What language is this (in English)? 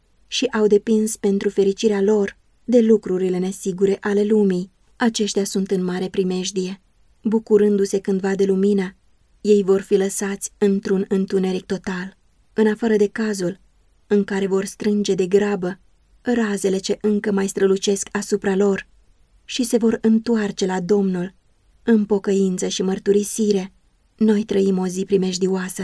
Romanian